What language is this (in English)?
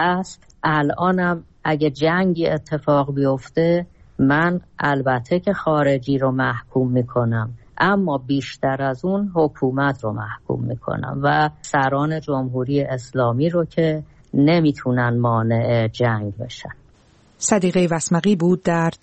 Persian